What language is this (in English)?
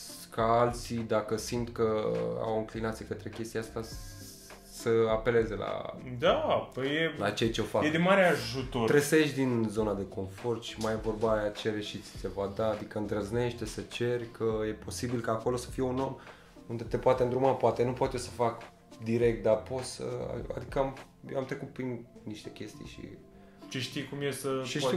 Romanian